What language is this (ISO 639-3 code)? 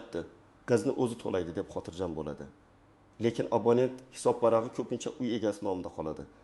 uzb